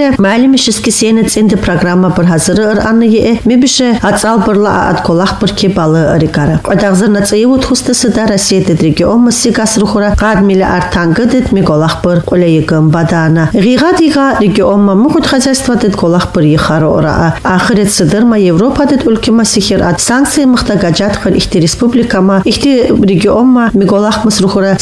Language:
Kumyk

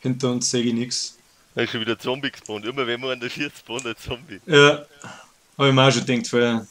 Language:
Bavarian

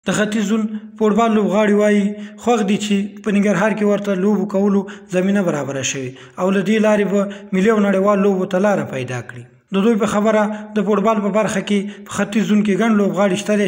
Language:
Pashto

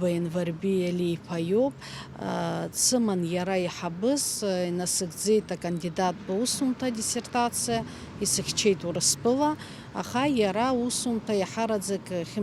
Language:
Abkhazian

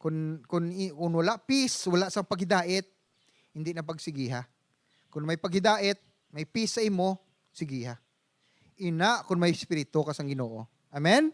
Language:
Hiligaynon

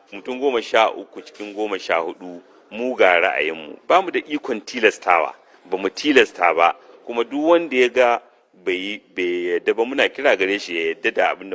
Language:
Hausa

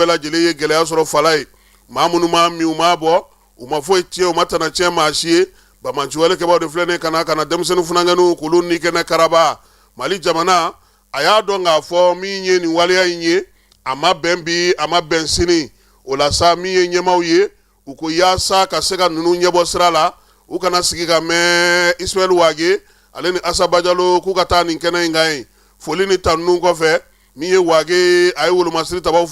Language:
Bambara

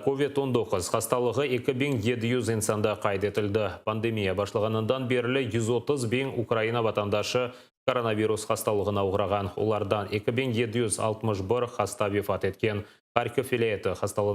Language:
Crimean Tatar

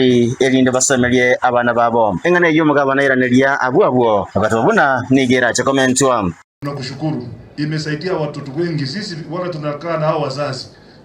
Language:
Gusii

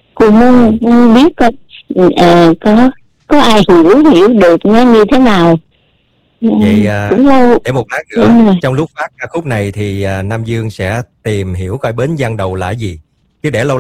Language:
Vietnamese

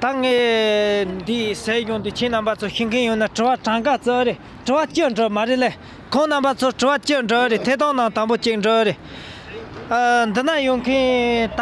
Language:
Tibetan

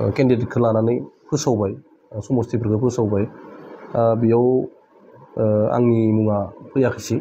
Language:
Bodo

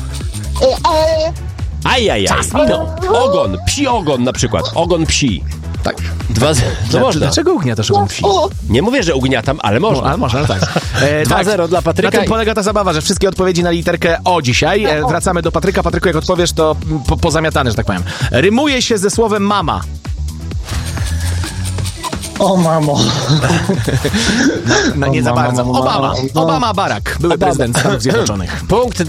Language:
Polish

